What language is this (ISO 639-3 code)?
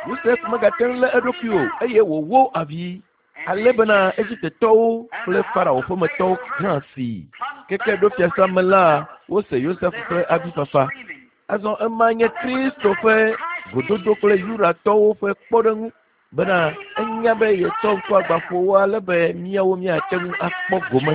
ewe